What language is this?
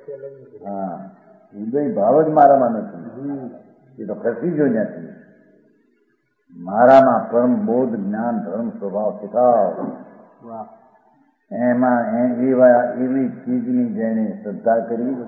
Gujarati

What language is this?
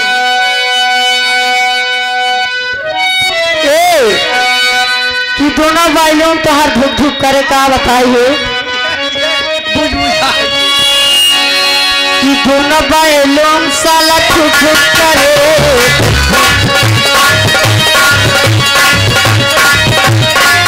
Bhojpuri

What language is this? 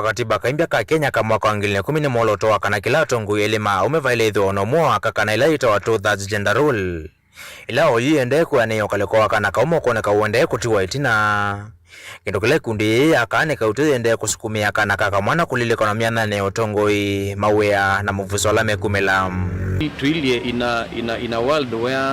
Kamba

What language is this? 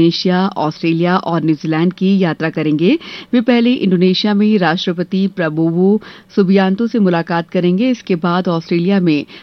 Hindi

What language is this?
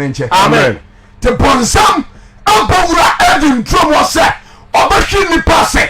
Akan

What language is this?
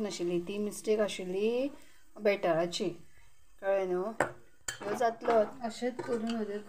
Konkani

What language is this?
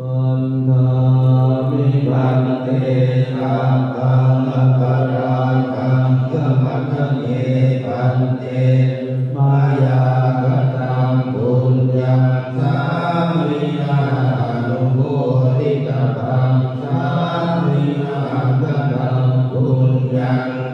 Pali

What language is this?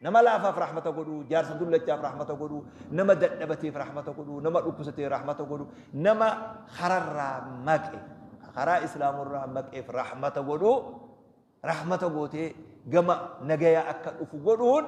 Oromo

